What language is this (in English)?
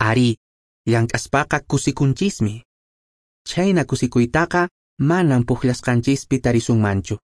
Quechua